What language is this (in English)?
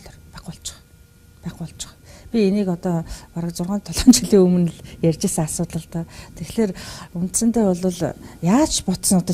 Mongolian